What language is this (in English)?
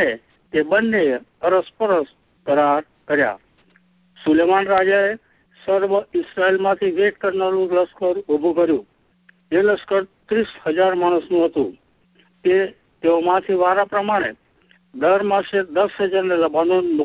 Gujarati